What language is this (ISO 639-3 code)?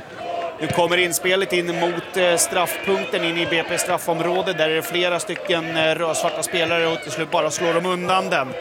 swe